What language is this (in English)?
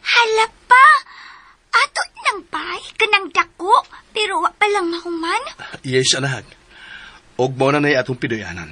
Cebuano